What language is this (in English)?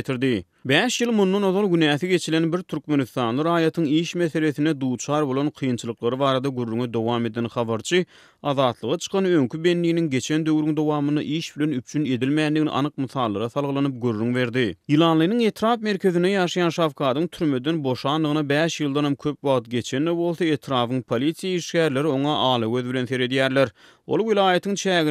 Turkmen